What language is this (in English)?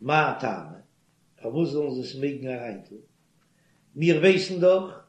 Yiddish